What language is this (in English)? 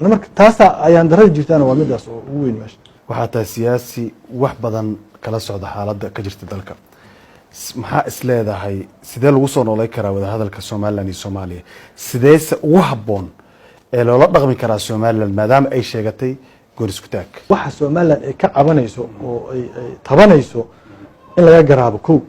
Somali